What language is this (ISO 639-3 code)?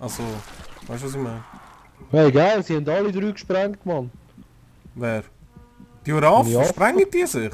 gsw